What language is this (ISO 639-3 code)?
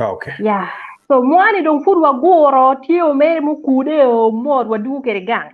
ach